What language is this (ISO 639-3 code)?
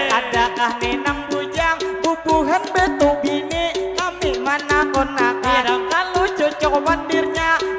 bjn